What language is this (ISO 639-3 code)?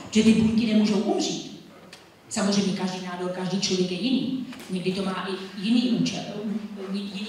ces